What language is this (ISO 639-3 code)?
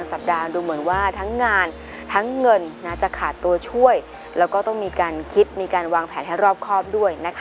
tha